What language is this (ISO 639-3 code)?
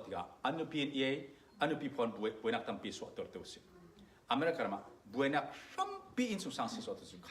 cfm